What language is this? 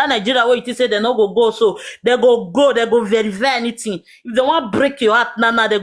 Nigerian Pidgin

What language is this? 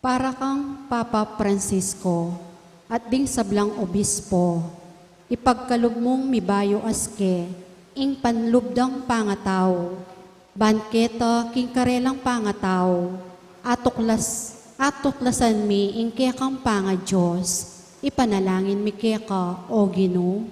Pampanga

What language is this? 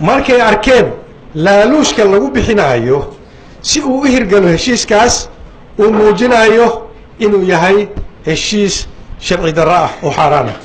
Somali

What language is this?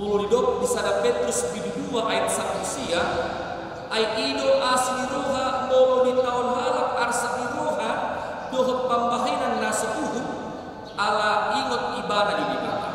Batak Toba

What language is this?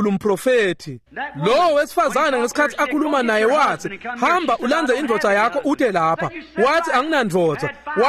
Swati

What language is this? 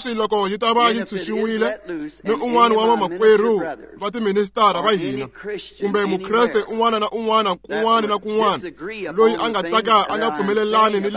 Tsonga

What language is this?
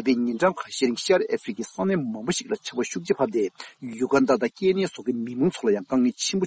Tibetan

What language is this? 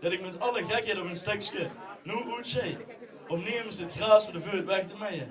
Limburgish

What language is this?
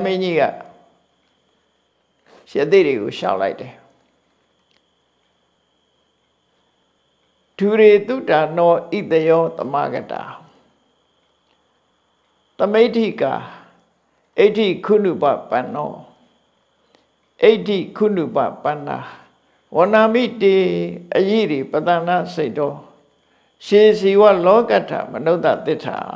Burmese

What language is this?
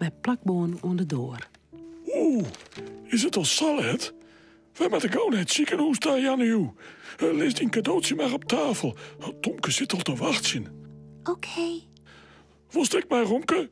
Western Frisian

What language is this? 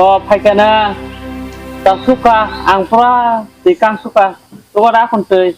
Kok Borok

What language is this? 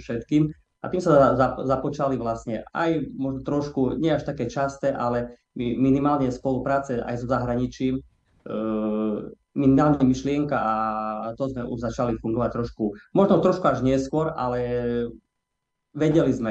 Slovak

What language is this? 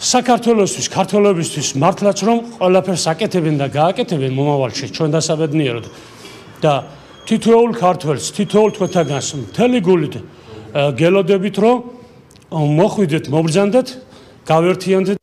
Georgian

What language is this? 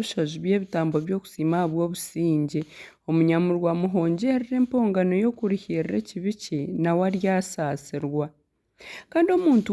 Nyankole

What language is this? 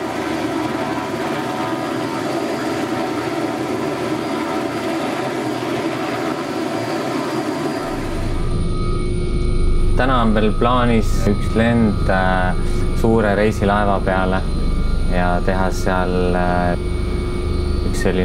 Estonian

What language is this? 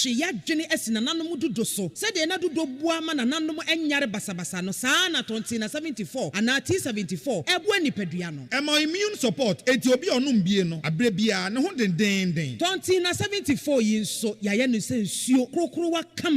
Akan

